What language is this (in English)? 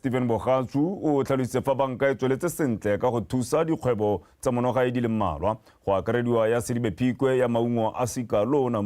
Tswana